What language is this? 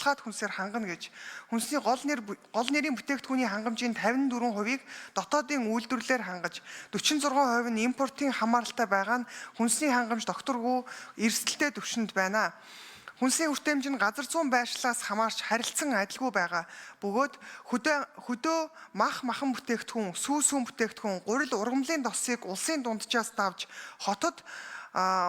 Mongolian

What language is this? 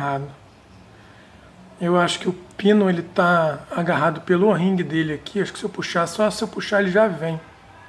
Portuguese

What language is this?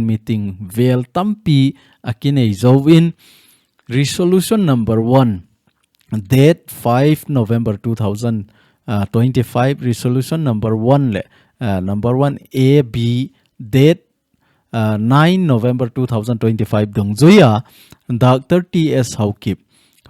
Thado Chin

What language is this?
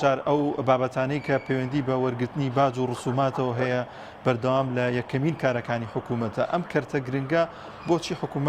Central Kurdish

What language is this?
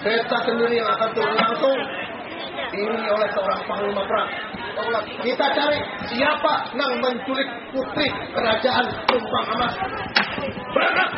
Banjar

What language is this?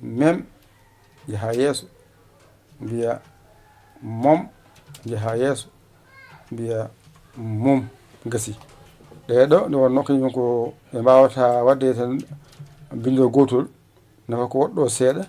Fula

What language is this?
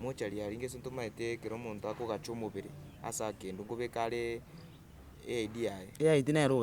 Gusii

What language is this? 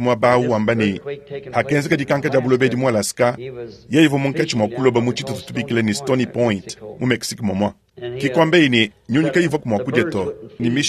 Luba-Lulua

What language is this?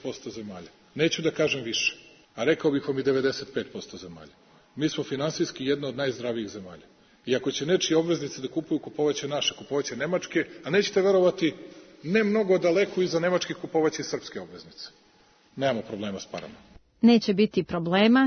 Serbian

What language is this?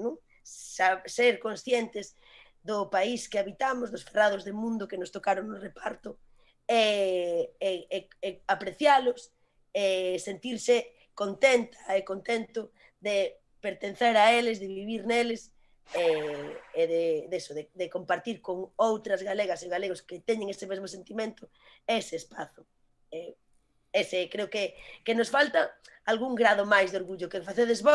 Galician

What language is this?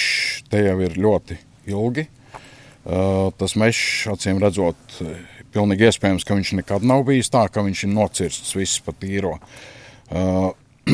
Latvian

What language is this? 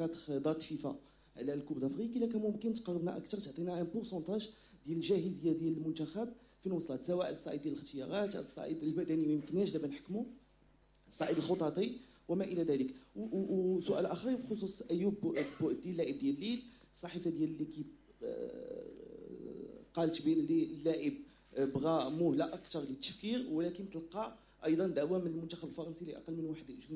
Moroccan Arabic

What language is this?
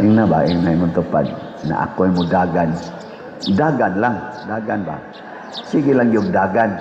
Cebuano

